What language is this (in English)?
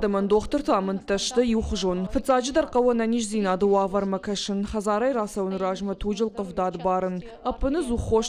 Ossetic